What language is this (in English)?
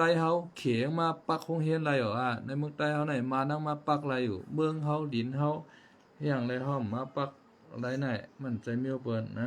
Shan